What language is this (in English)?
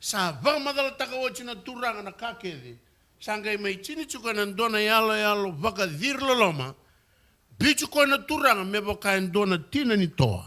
Fijian